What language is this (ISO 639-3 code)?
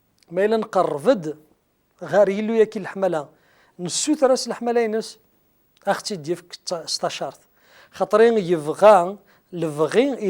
kab